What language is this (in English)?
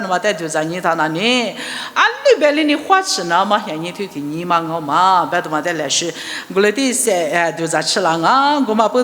Lisu